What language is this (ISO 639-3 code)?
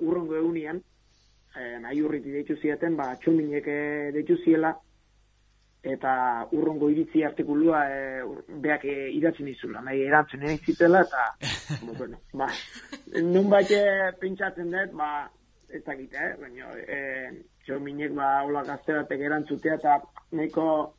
eus